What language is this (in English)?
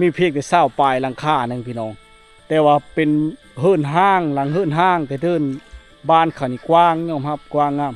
Lao